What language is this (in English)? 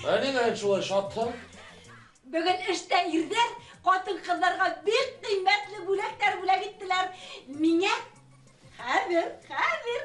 Bashkir